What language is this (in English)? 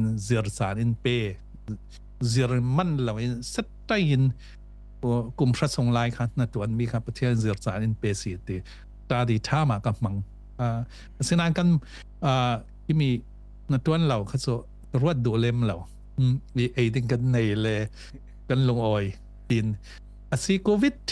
Falam Chin